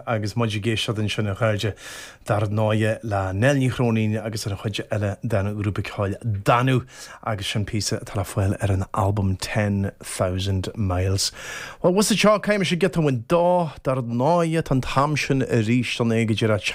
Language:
Irish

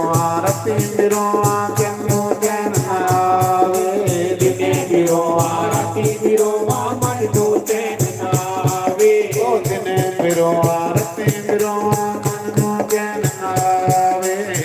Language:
Dogri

